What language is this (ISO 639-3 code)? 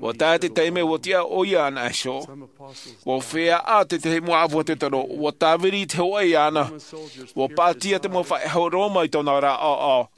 tah